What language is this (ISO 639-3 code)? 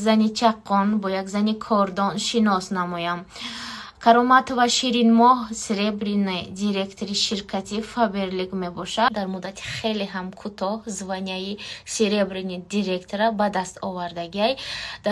tgk